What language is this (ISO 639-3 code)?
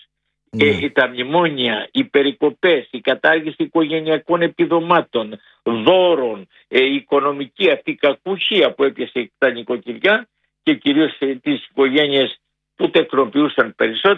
ell